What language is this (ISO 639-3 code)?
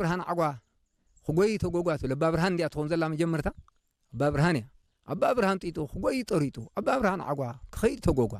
tir